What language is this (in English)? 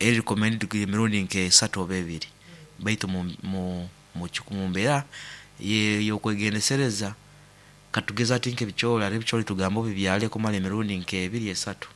Nyoro